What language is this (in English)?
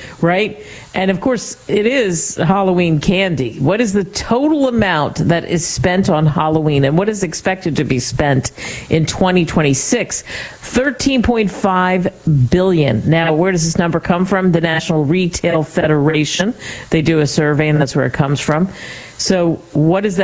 English